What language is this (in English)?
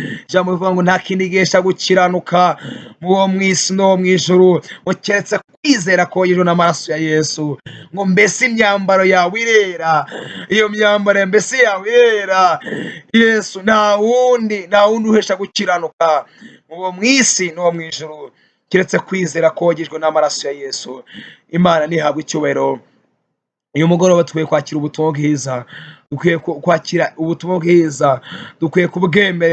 Kinyarwanda